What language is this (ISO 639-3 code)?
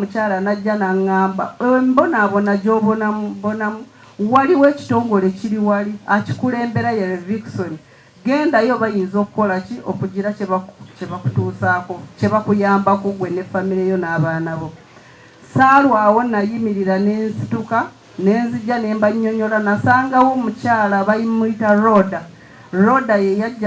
lug